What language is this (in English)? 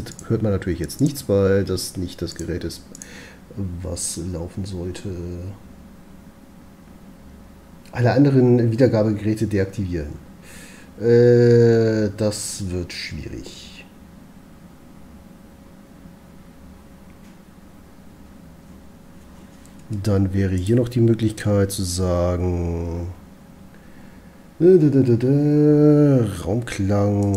German